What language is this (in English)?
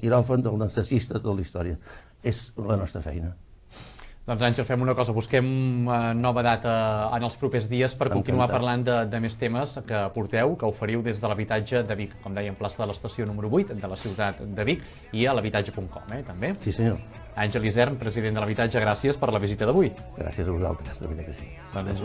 Catalan